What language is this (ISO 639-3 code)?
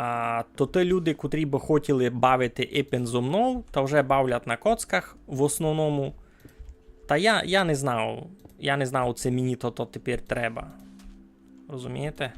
rue